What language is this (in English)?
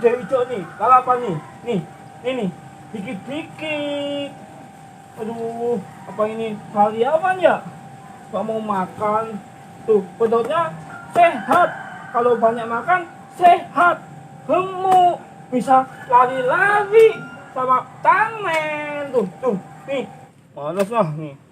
Betawi